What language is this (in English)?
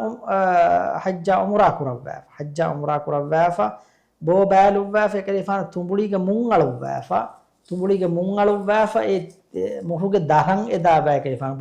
Divehi